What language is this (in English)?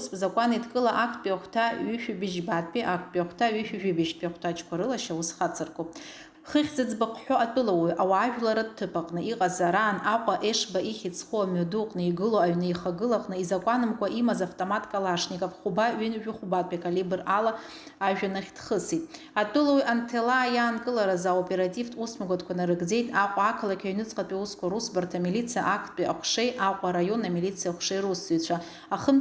Abkhazian